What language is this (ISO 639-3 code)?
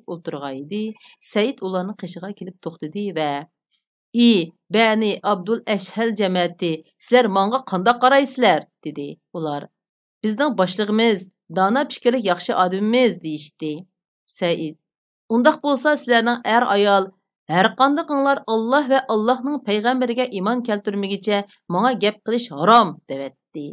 uig